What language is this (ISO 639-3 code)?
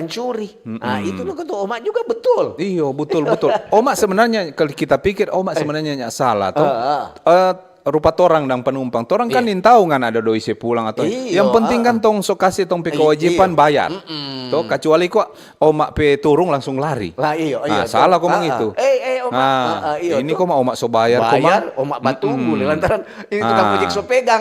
xmm